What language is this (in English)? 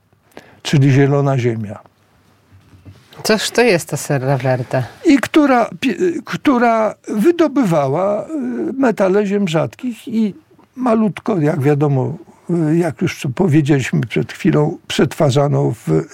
Polish